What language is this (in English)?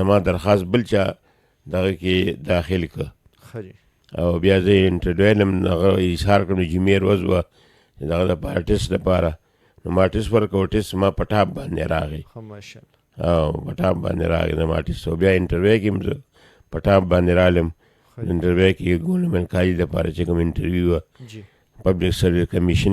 Pashto